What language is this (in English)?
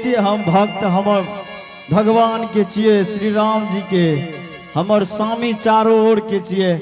Angika